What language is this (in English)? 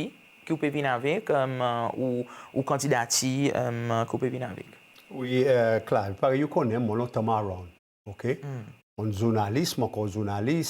Seselwa Creole French